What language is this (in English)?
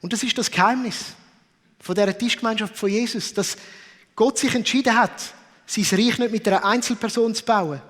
Swiss German